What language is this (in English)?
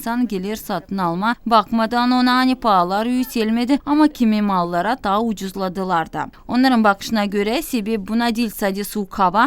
Gagauz